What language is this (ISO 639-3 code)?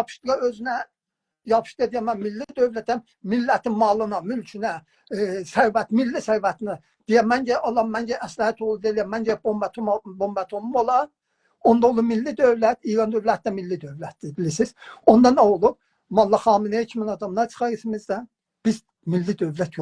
azb